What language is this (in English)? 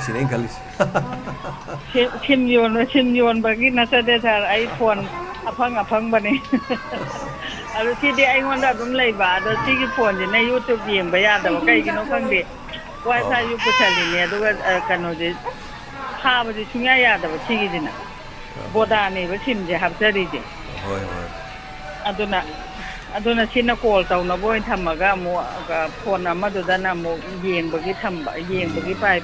Manipuri